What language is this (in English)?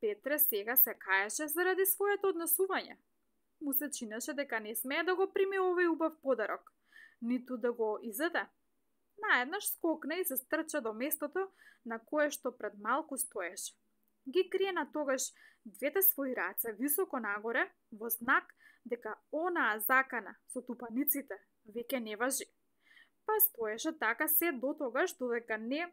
Macedonian